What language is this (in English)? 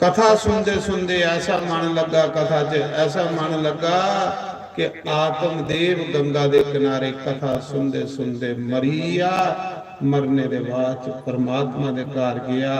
Dogri